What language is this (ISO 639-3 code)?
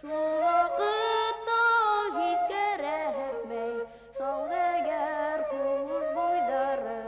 bak